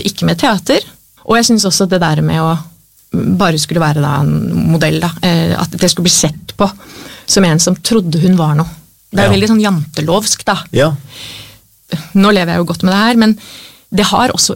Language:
Norwegian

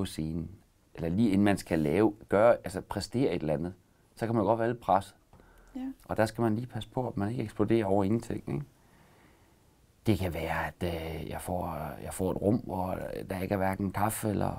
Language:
Danish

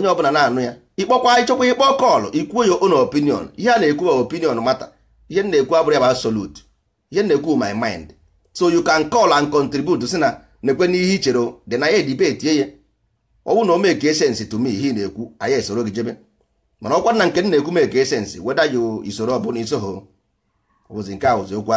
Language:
Igbo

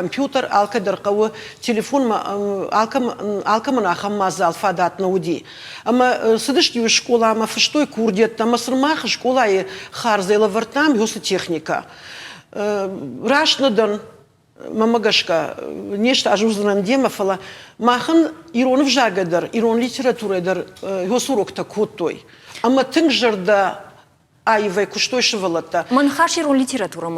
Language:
Ossetic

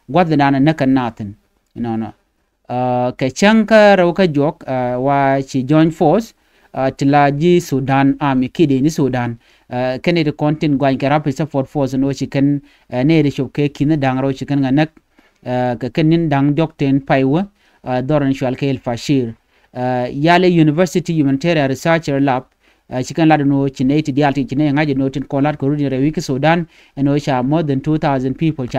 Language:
Nuer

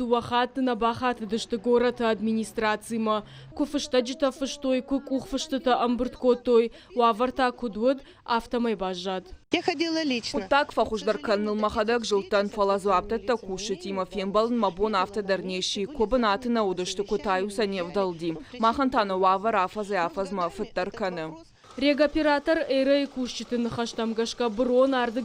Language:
Ossetic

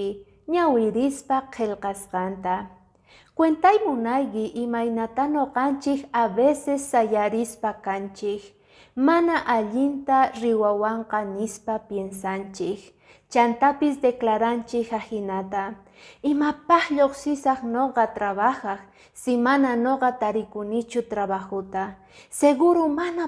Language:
Quechua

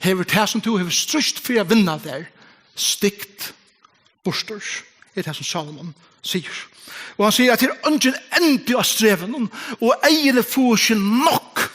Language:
Faroese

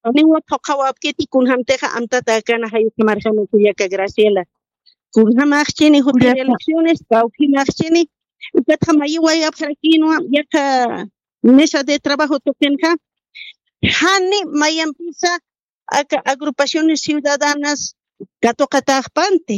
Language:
Aymara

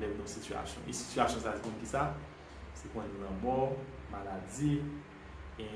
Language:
Haitian Creole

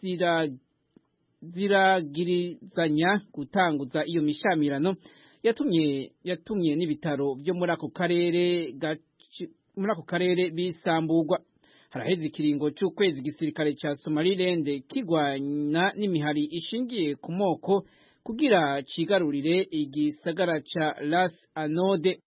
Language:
Rundi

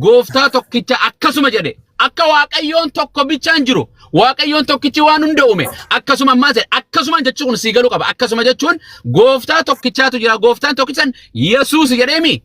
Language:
Oromo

